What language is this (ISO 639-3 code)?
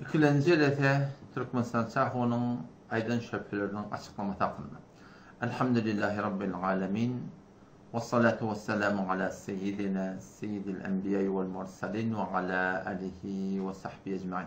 tuk